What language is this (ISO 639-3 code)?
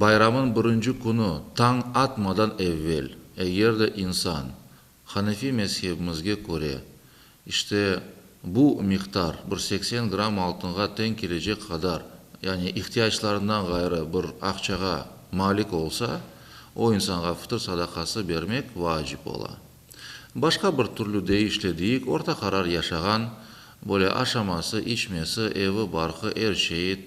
crh